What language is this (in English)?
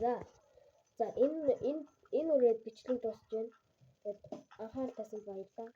Mongolian